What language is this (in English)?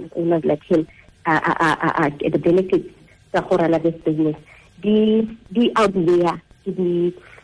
Tswana